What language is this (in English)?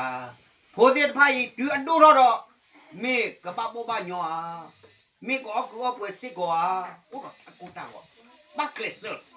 S'gaw Karen